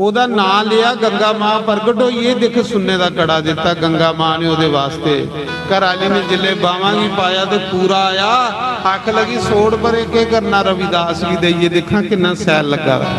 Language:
Dogri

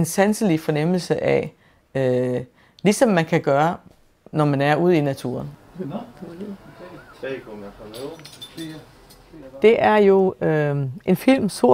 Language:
Danish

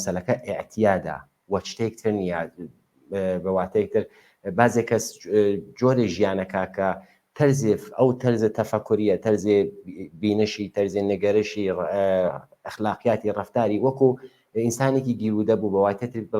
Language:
Central Kurdish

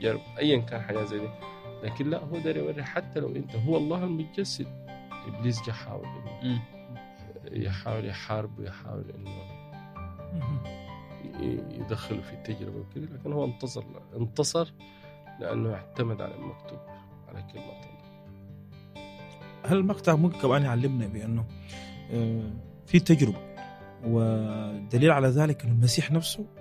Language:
Egyptian Arabic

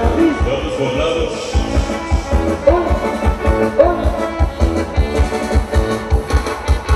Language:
Spanish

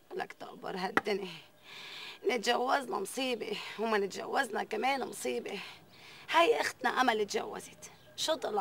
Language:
North Levantine Arabic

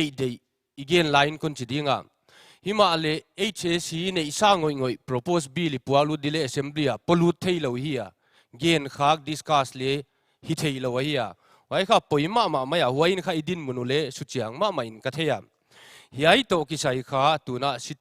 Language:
Paite Chin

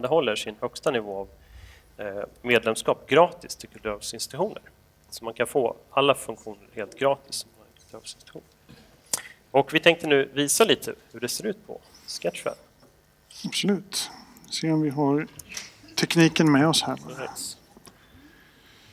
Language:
Swedish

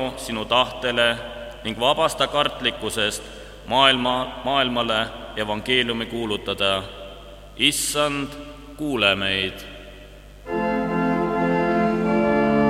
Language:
Estonian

